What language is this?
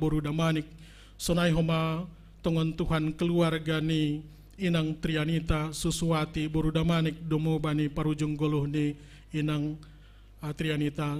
Batak Simalungun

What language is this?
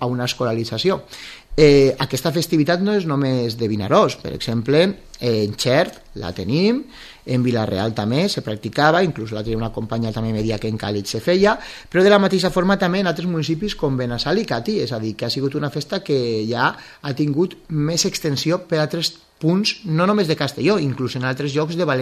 Catalan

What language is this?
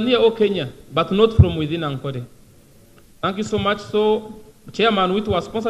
Nyankole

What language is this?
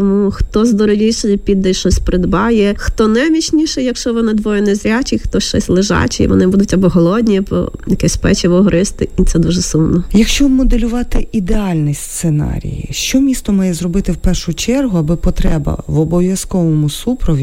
Ukrainian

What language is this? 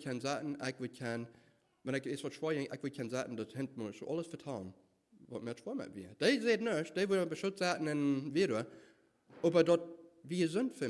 Plautdietsch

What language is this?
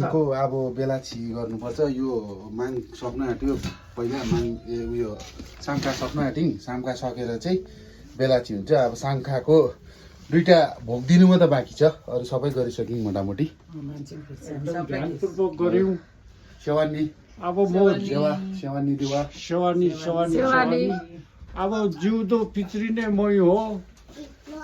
Nepali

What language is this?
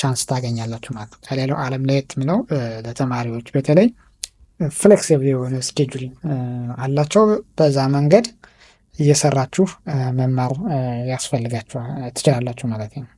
Amharic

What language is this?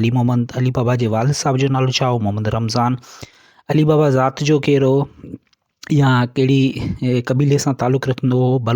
Sindhi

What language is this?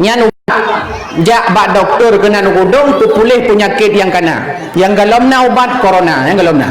Achinese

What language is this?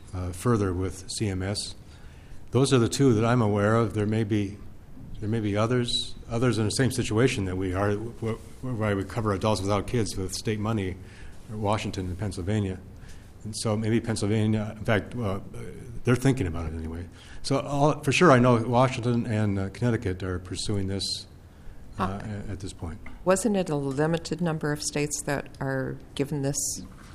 English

